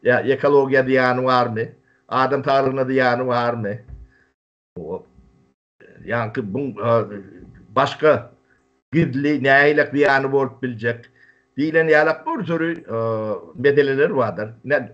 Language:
Turkmen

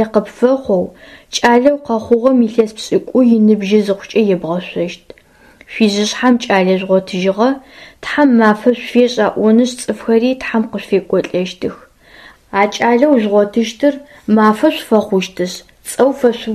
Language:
Adyghe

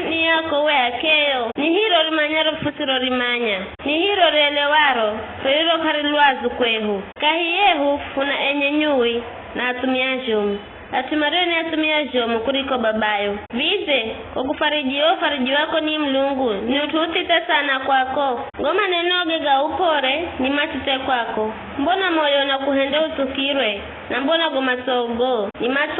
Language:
Giryama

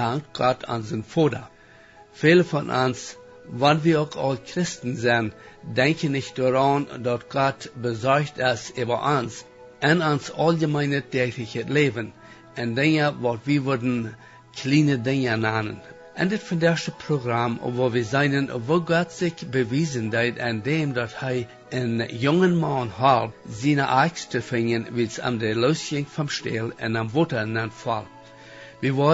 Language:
Plautdietsch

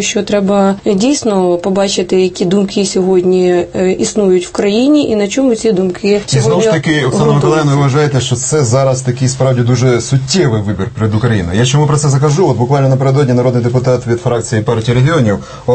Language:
Ukrainian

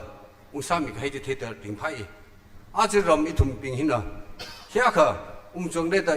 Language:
Tangkhul Naga (India)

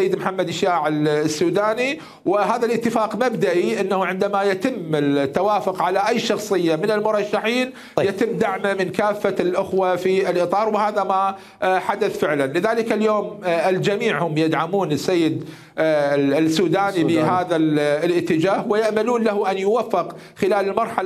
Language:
Mesopotamian Arabic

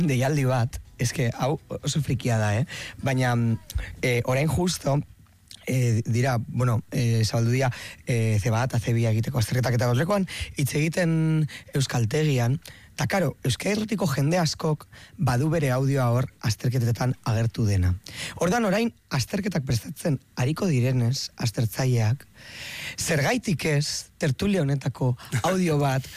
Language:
Basque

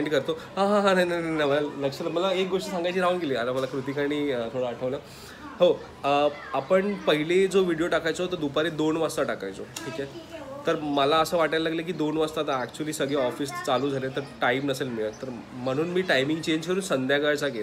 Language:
Marathi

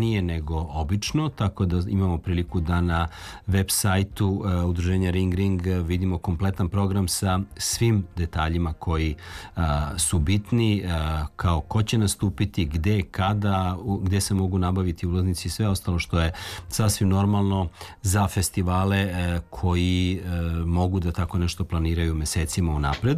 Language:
Serbian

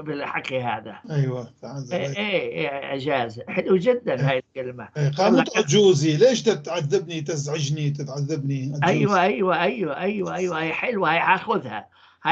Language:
North Levantine Arabic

